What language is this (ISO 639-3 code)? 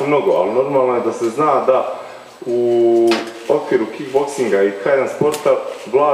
bos